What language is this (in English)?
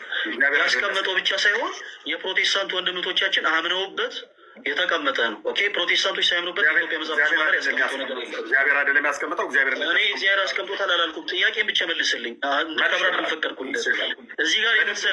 Amharic